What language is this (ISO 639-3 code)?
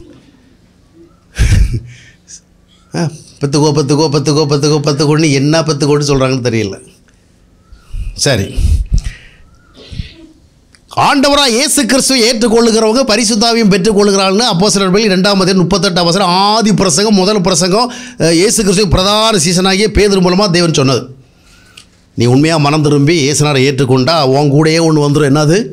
tam